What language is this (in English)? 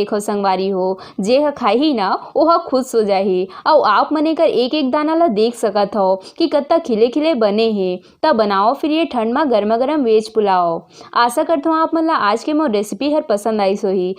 Chhattisgarhi